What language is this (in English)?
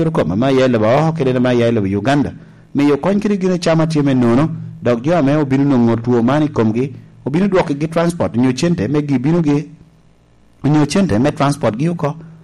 Lango (Uganda)